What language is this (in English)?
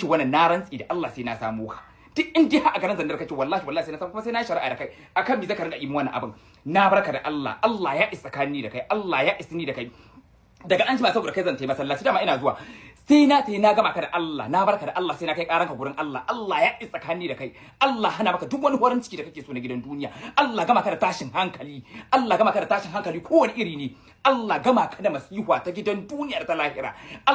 Hausa